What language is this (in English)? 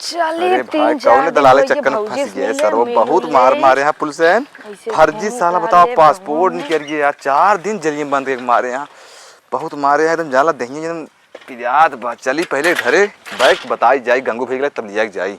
Awadhi